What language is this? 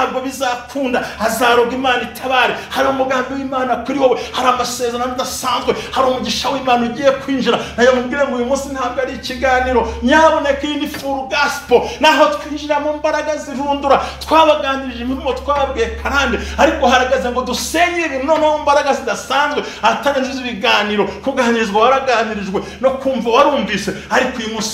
Kinyarwanda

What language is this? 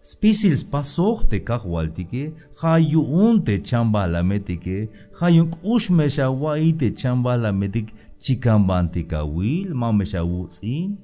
Tzeltal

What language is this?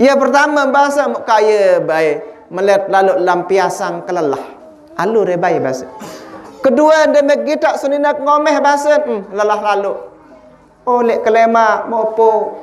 Sasak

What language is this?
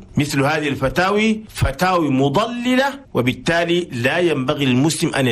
Chadian Arabic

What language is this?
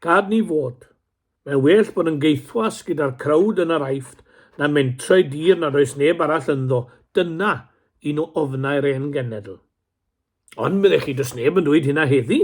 Welsh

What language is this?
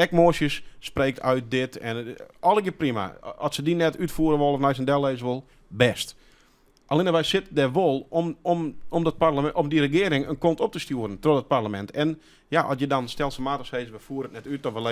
Western Frisian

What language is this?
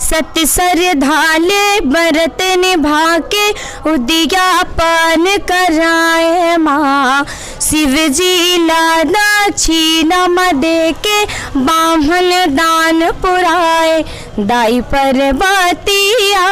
Chhattisgarhi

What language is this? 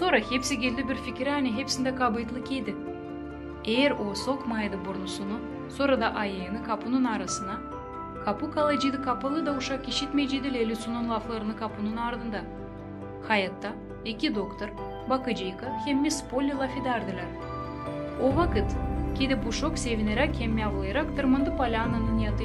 Gagauz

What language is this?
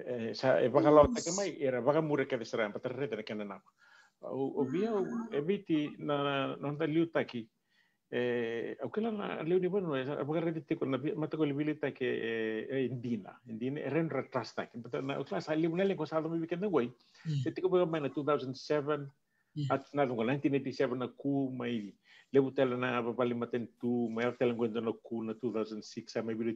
Fijian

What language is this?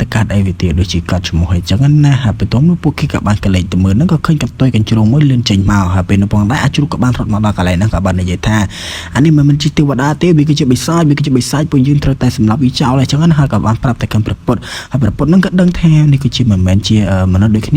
Khmer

